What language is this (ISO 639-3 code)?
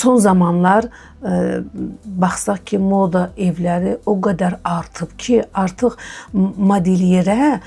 aze